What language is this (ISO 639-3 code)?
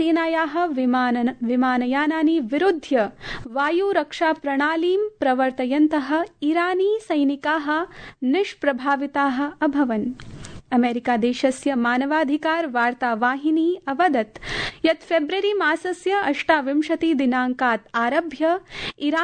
san